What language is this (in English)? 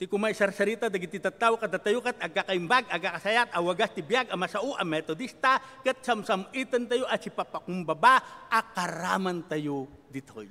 Iloko